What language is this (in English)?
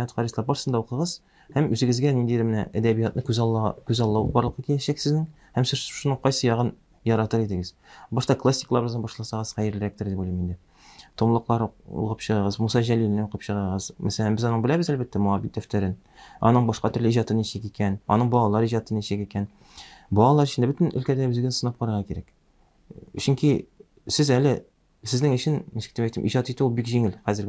Tatar